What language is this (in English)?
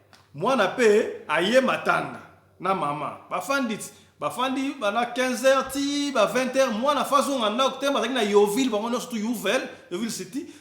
Lingala